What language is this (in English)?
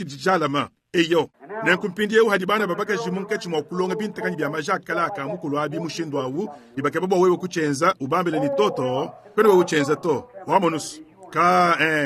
Luba-Lulua